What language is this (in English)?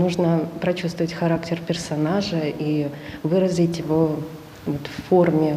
Crimean Tatar